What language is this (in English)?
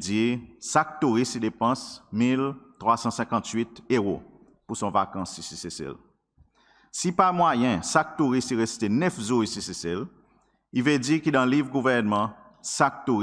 Seselwa Creole French